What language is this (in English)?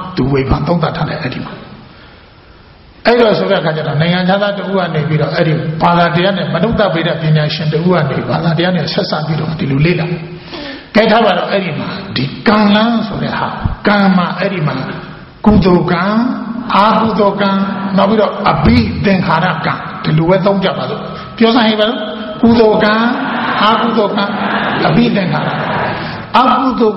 Burmese